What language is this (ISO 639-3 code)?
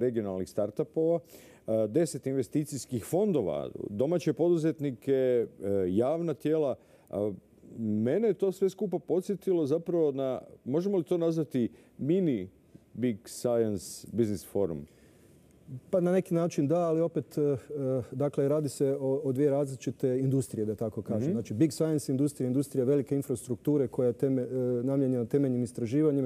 hrv